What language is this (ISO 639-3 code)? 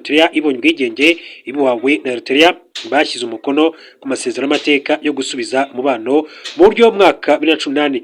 kin